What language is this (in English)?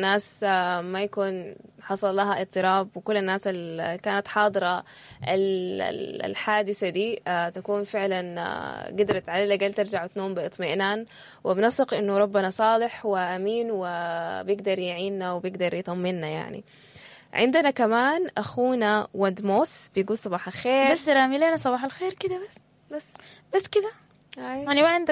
Sudanese Arabic